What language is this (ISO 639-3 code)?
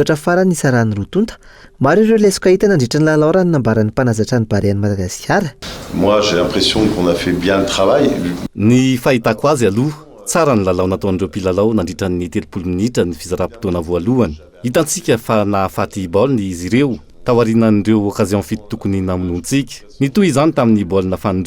mlg